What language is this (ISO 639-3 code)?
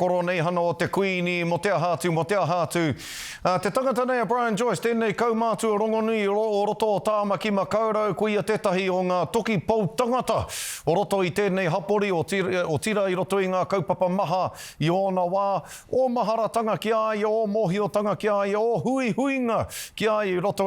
mri